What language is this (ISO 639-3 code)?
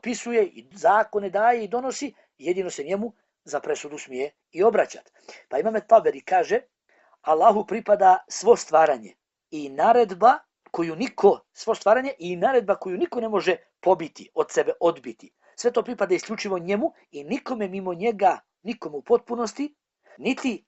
bos